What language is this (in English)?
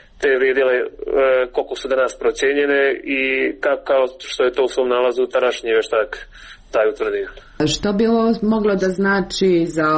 Croatian